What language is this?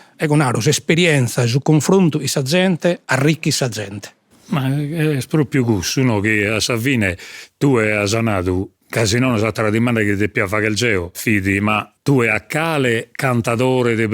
Sardinian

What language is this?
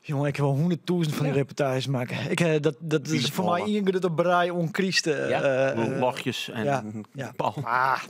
Western Frisian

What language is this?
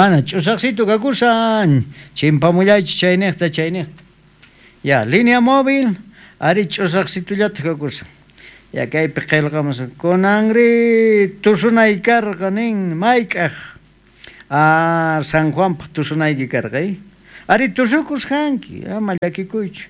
South Bolivian Quechua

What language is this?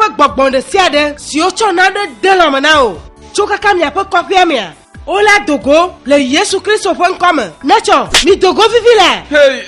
Ewe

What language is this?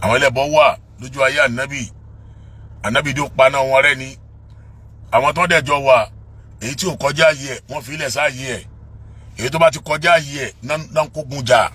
Yoruba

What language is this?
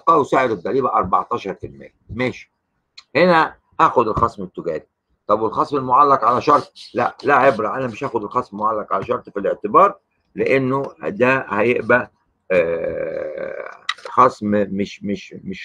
Egyptian Arabic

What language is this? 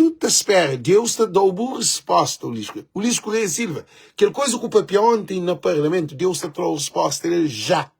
Kabuverdianu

